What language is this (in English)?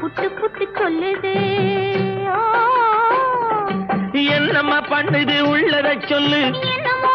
Tamil